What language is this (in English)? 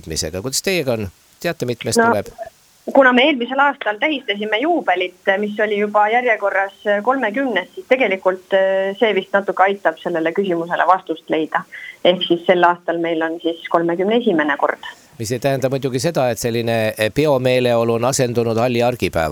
Estonian